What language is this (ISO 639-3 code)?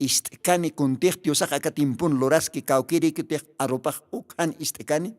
aym